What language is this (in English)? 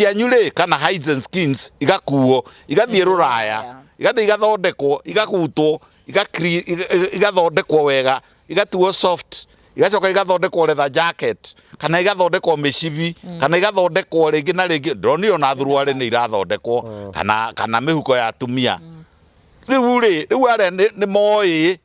Kikuyu